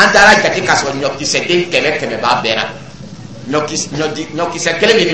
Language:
Dyula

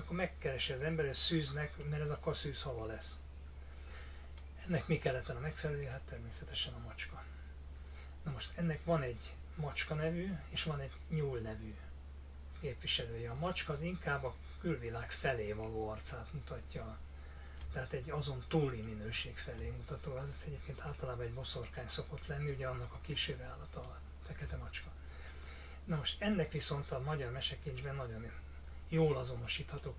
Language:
Hungarian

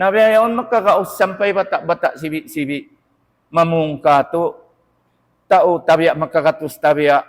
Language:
Tausug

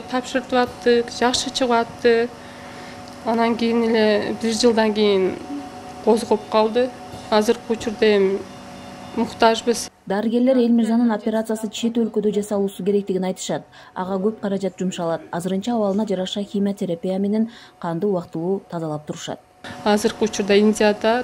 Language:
Kyrgyz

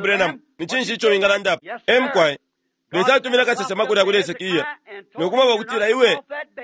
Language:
Bemba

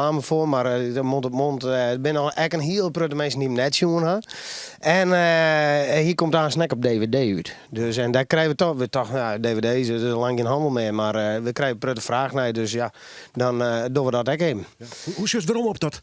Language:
Western Frisian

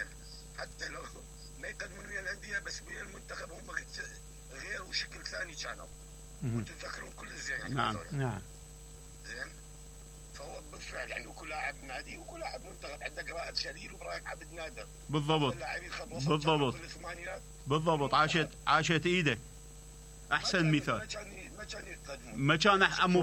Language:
Mesopotamian Arabic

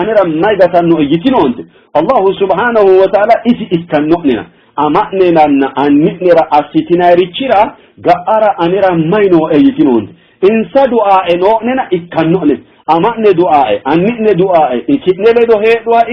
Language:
Sidamo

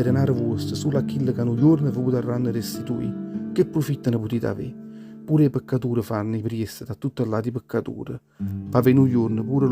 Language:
Neapolitan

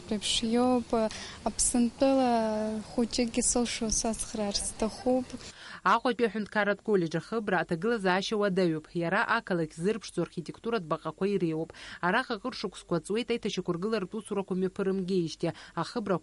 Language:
Abkhazian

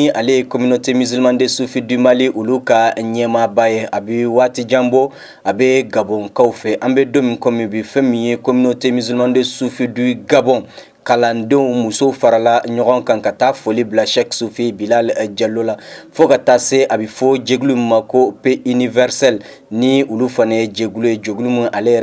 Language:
Bambara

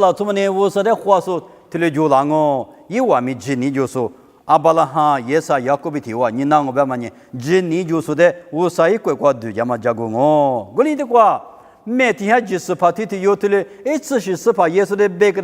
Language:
Lisu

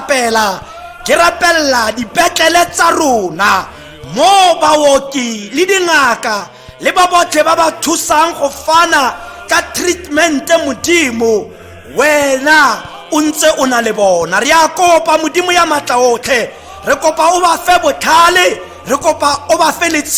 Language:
Tswana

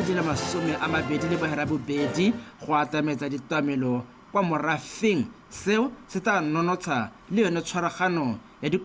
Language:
Tswana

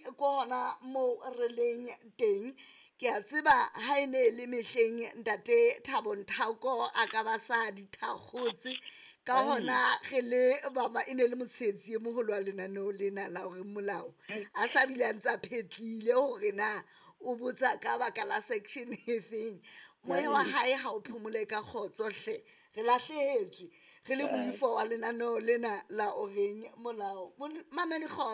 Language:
Southern Sotho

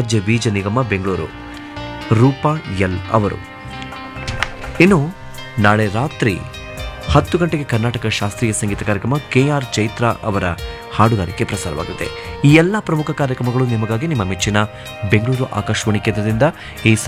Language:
Kannada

